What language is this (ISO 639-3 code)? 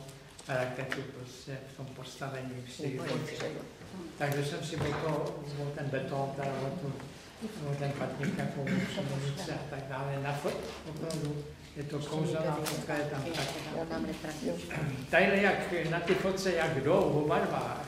ces